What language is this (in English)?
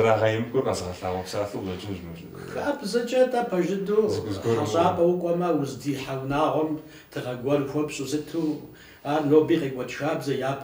Kabardian